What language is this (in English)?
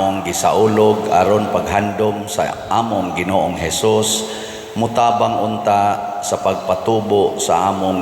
Cebuano